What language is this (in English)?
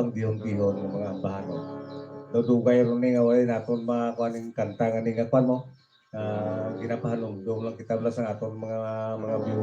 Hiligaynon